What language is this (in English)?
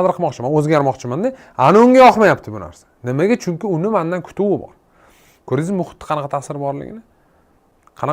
Uzbek